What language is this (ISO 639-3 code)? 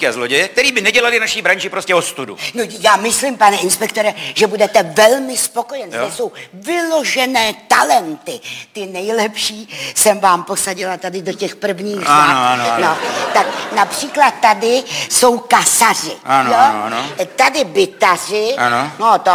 ces